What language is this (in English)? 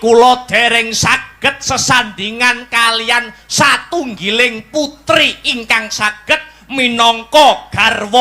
Javanese